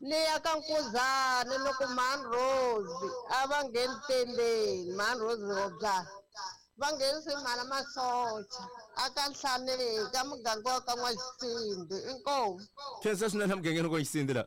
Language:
Tsonga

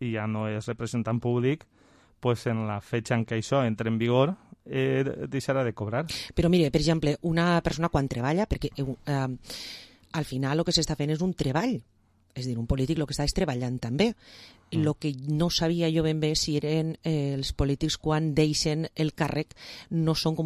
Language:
Catalan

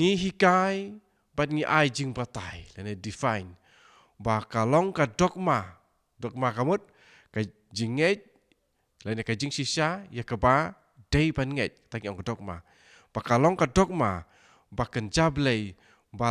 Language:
Khasi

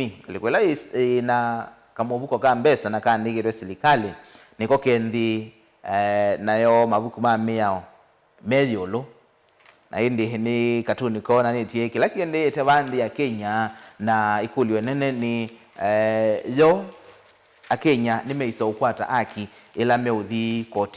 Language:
Kamba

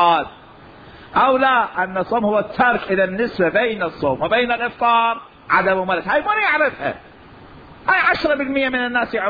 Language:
Mesopotamian Arabic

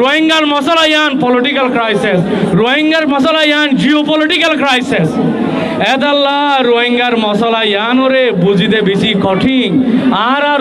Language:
Rohingya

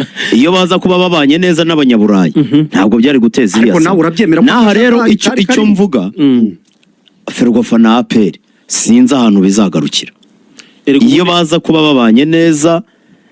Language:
Kinyarwanda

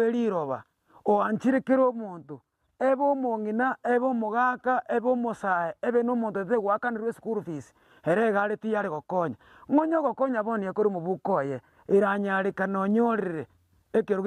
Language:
Gusii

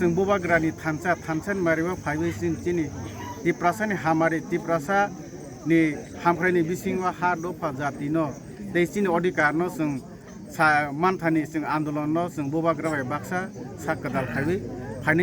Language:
Kok Borok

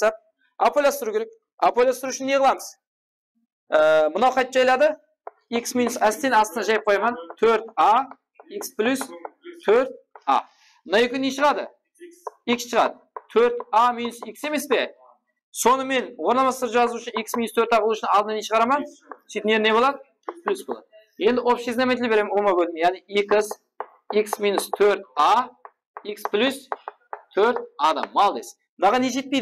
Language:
Kara-Kalpak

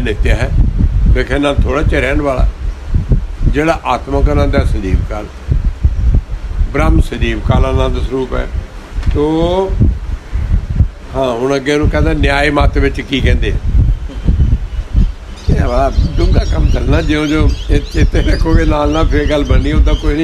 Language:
Punjabi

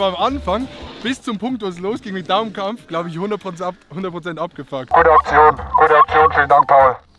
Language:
Swiss German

